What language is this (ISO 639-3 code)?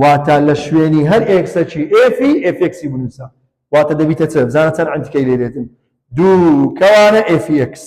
ckb